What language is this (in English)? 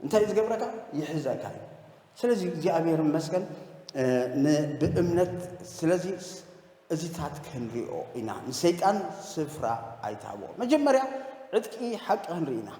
Tigrinya